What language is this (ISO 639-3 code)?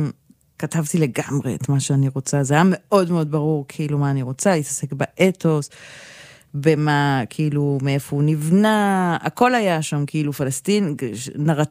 heb